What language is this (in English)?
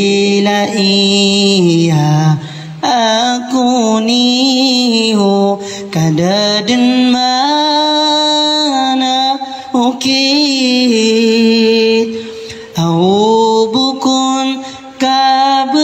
Maranao